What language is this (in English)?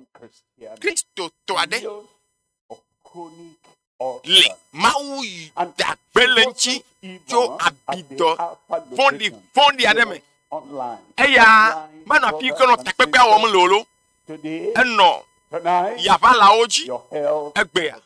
Ewe